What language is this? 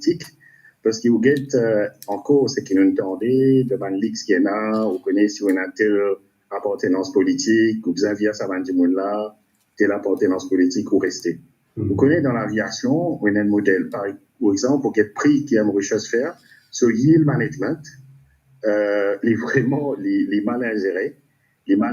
Morisyen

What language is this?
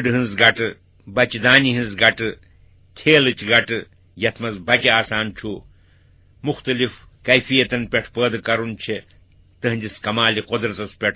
Kashmiri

